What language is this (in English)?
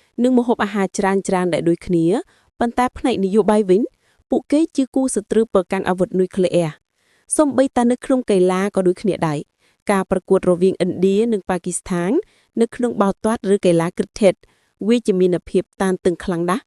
Khmer